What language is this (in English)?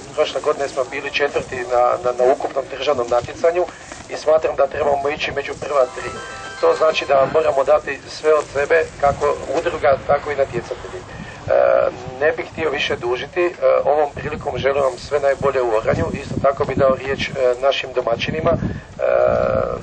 Croatian